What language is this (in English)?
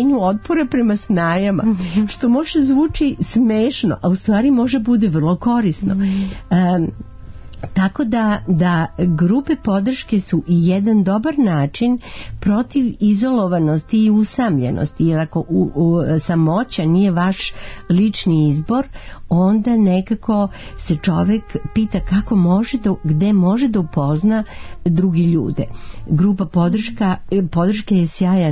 Serbian